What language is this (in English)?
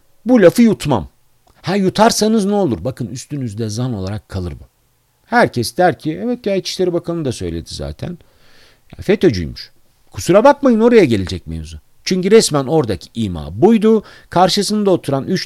Turkish